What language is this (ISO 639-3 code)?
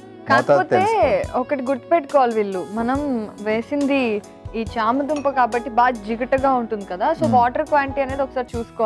tel